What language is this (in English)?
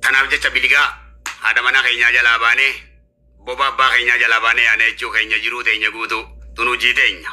Oromo